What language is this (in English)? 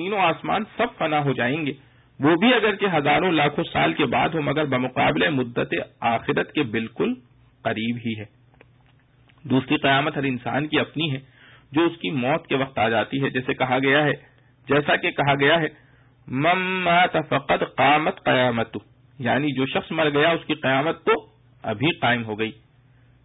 Urdu